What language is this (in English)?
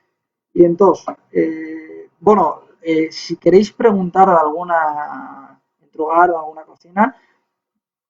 Asturian